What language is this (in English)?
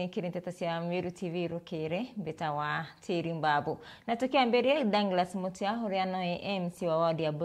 Meru